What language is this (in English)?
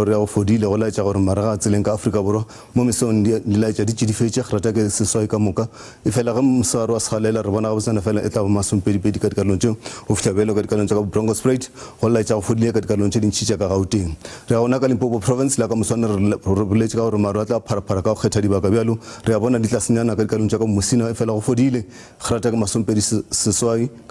Northern Sotho